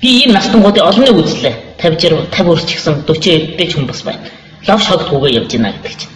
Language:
Mongolian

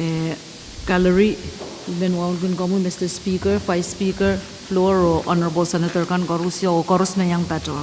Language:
Pohnpeian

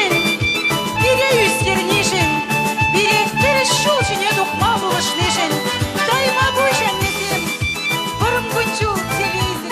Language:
Chuvash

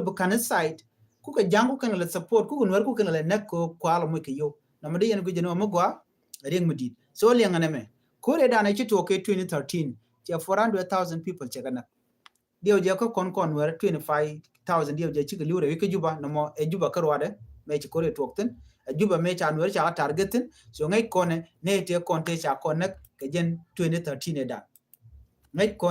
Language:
Nuer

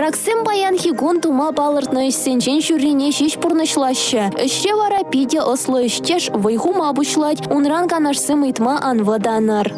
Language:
Chuvash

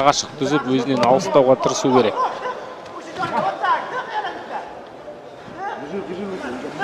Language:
Kazakh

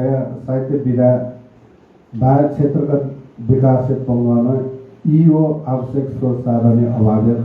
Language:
Newari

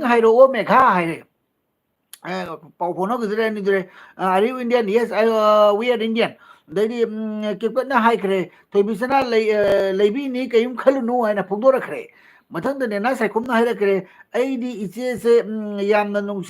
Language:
Manipuri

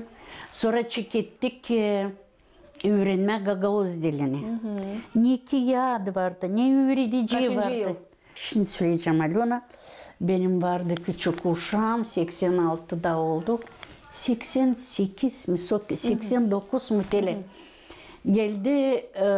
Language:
Gagauz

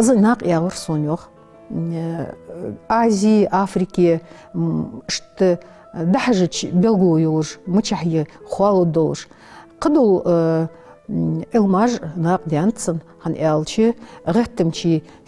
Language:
Ingush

